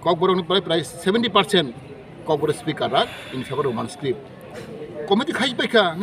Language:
Kok Borok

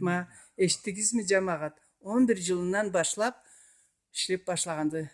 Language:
Karachay-Balkar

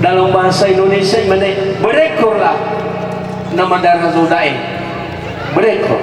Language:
Nias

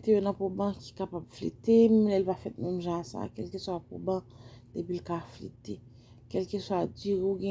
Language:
Haitian Creole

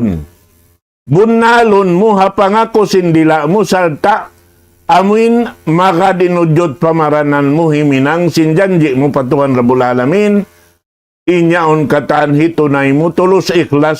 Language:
Tausug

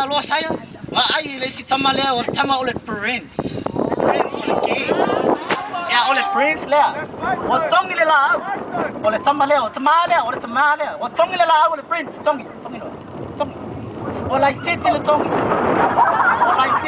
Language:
Samoan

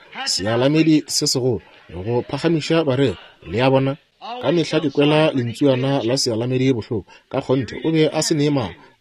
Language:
Northern Sotho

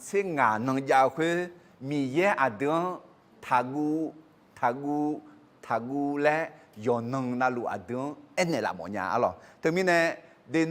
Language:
Akha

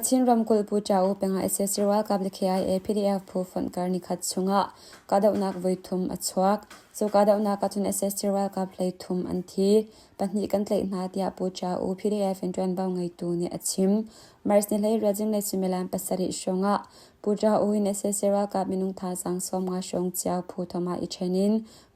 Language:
Hakha Chin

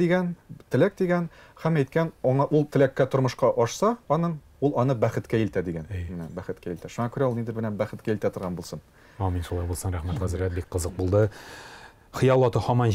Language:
Tatar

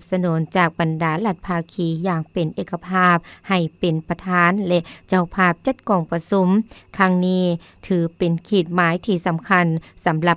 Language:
Lao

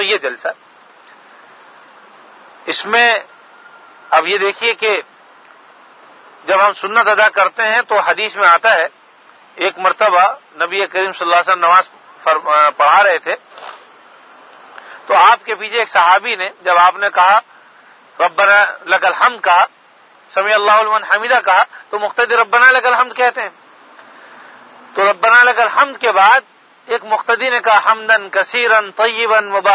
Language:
Urdu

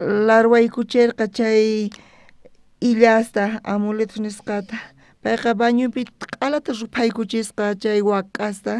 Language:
South Bolivian Quechua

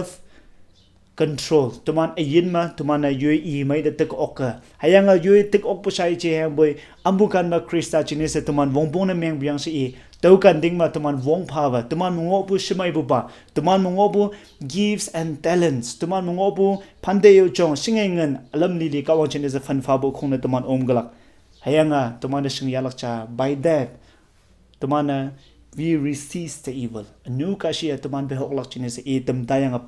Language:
Konyak Naga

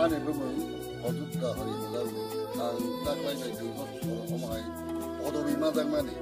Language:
Kok Borok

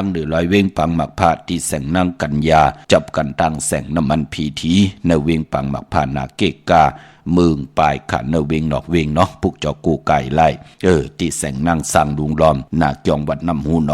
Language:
Shan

